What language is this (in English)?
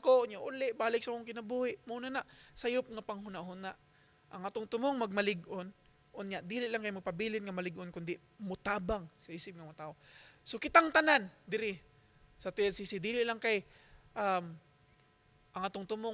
Cebuano